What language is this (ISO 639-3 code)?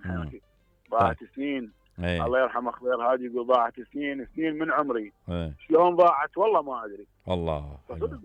acm